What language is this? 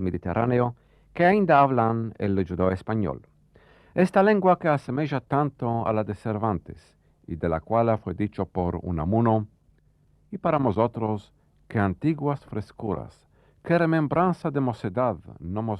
Ladino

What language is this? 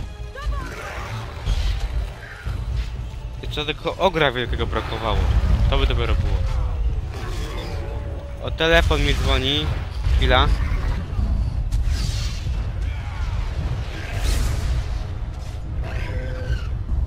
Polish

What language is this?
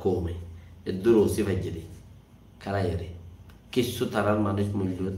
Rohingya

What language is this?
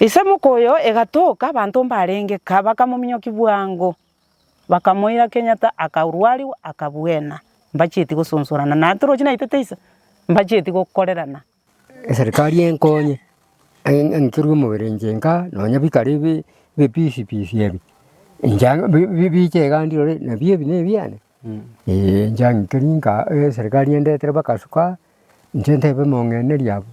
Gusii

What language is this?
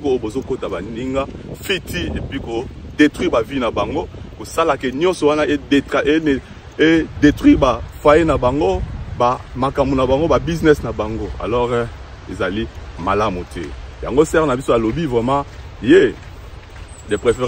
Lingala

